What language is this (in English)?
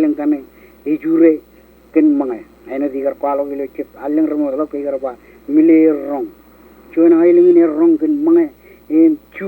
Marshallese